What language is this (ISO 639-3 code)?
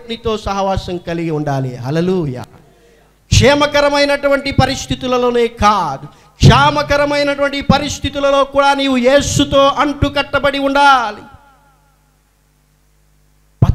tel